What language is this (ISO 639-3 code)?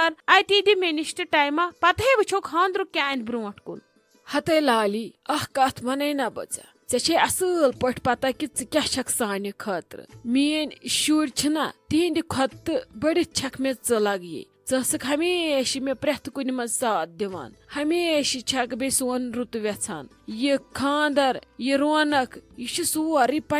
kas